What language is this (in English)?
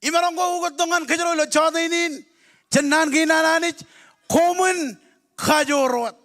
Marshallese